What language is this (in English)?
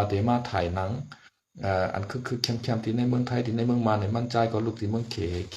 Shan